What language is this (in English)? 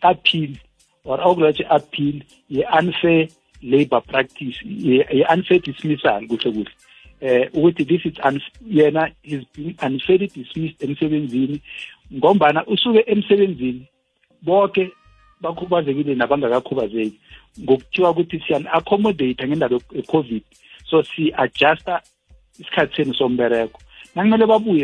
South Ndebele